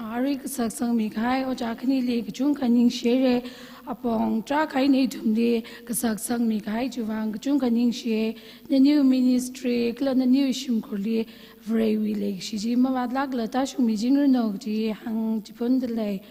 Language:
Tangkhul Naga (India)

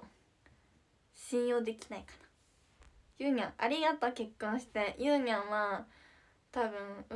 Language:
Japanese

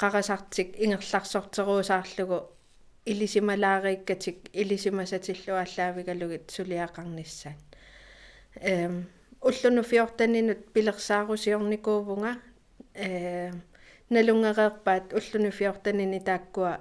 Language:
Kalaallisut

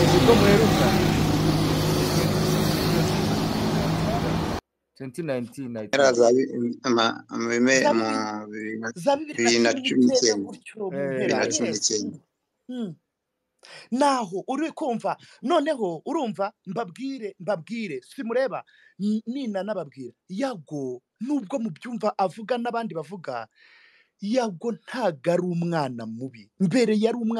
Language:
Kinyarwanda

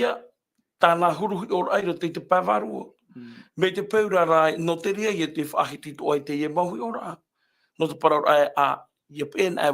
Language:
Tahitian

